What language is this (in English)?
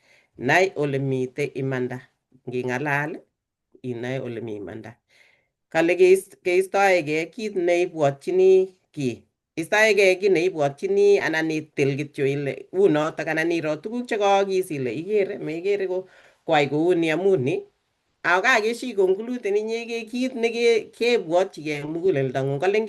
Kalenjin